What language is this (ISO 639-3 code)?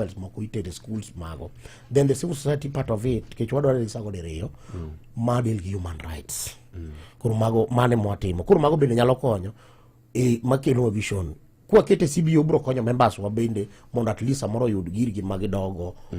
luo